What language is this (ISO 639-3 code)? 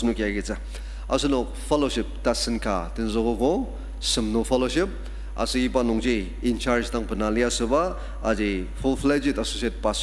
njo